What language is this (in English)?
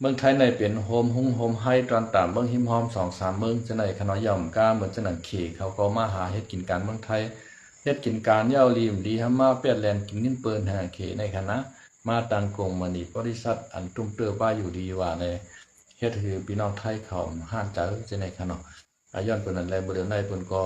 Shan